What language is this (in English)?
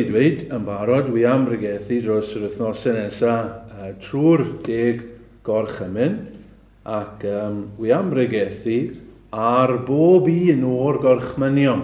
Welsh